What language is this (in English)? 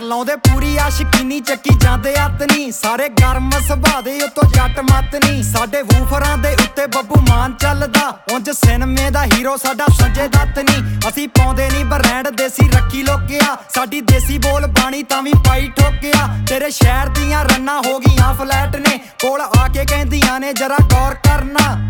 Punjabi